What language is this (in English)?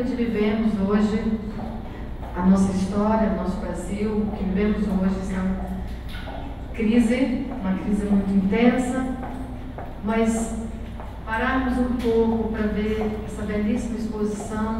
Portuguese